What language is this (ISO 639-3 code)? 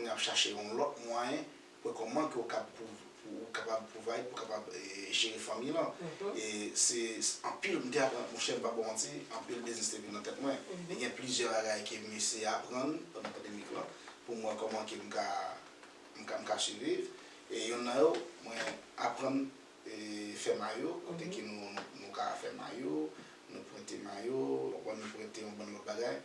hat